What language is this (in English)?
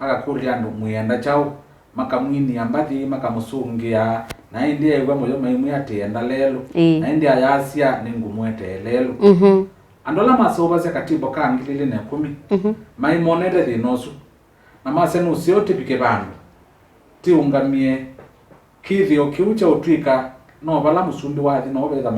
Kamba